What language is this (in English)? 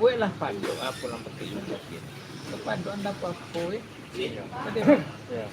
Minangkabau